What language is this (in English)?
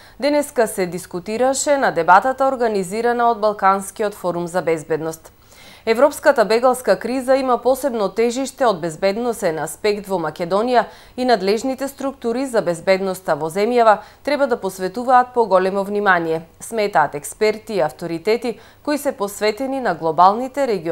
Macedonian